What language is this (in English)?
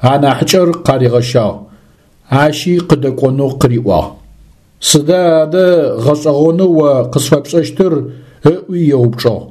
Adyghe